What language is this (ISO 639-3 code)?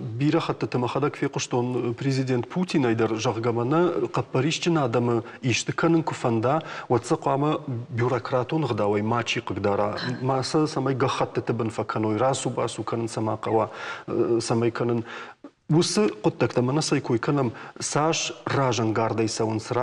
oss